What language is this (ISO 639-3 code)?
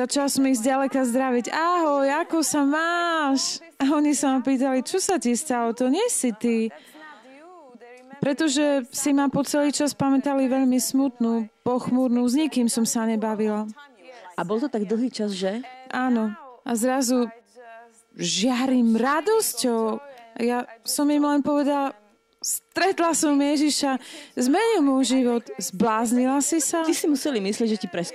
slk